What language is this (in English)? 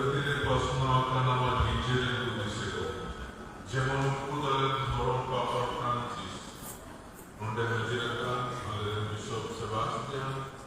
Santali